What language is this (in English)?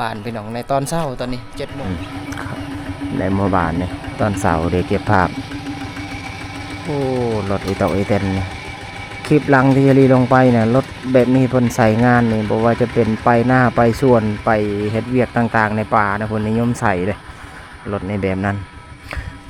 Lao